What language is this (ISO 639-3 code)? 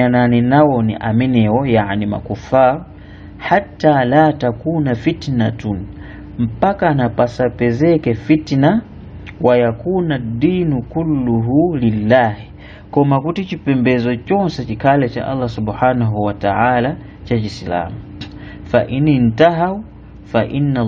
nya